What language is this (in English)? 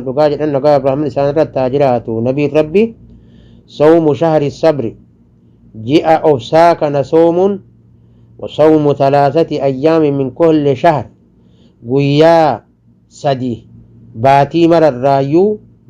Oromo